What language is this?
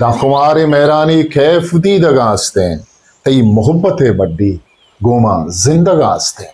Eastern Balochi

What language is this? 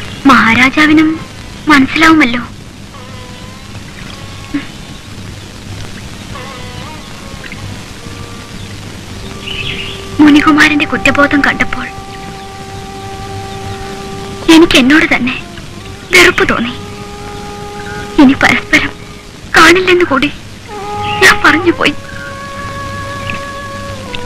Malayalam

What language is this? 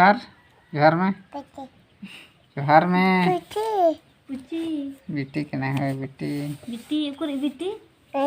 Santali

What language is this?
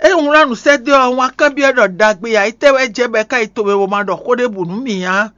Fon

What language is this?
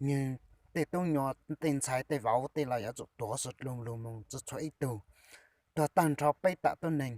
Hmong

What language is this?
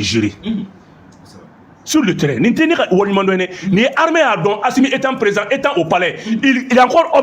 Bambara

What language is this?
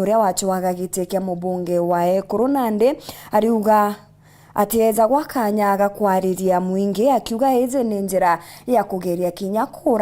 Meru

